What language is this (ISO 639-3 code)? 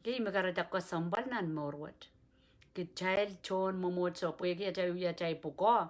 pon